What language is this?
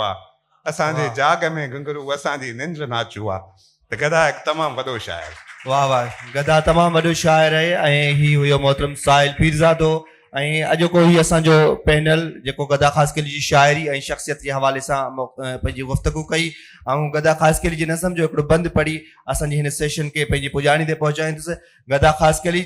Sindhi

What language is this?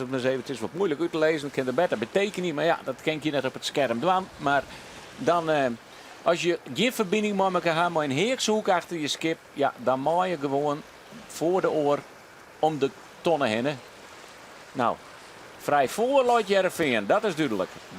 Western Frisian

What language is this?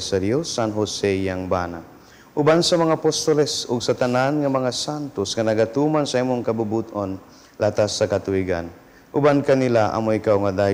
Cebuano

